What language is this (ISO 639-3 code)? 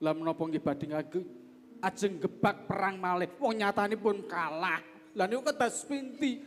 jav